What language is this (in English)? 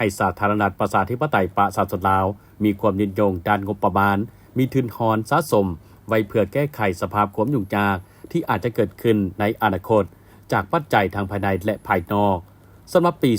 Lao